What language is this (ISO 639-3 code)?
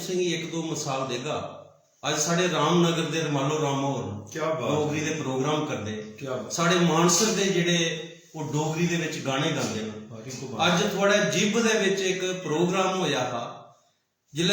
doi